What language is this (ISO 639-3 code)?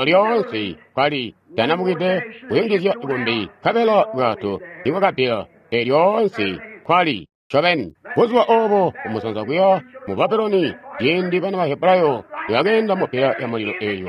toi